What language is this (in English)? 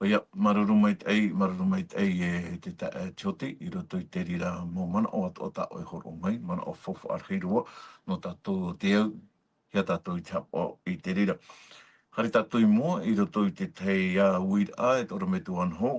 Tahitian